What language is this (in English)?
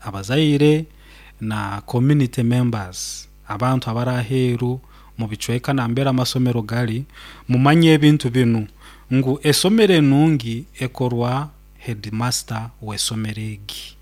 Nyoro